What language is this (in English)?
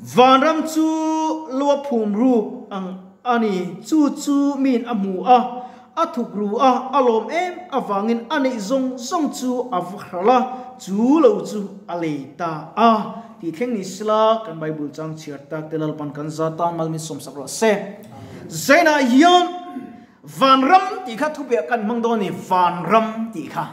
Mizo